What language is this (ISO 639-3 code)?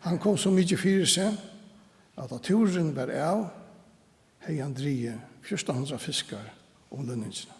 fao